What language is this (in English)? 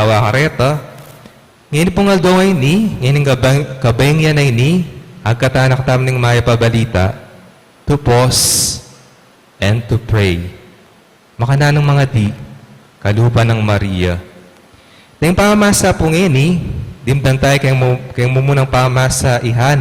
Pampanga